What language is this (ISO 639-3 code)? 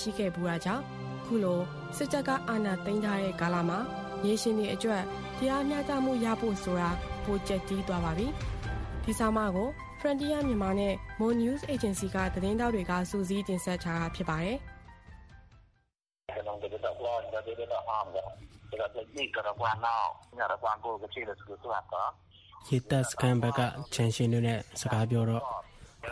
mya